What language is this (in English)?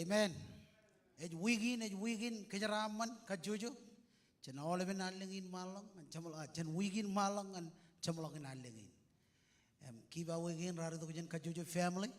Marshallese